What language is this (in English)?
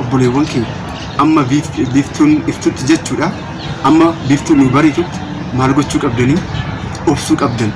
Oromo